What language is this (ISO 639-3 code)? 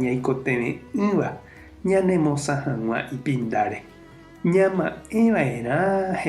grn